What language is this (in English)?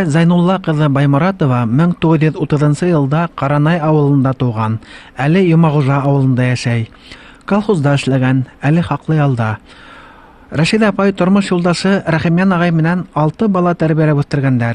Bashkir